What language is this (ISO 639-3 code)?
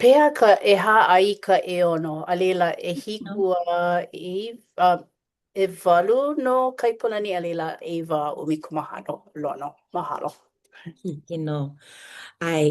haw